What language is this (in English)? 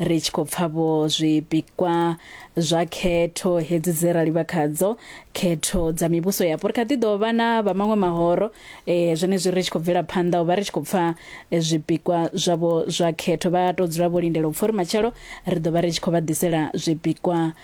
Venda